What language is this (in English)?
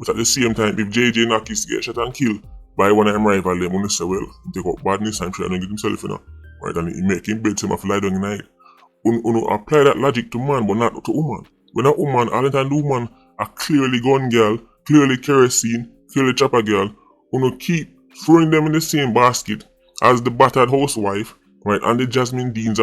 Jamaican Creole English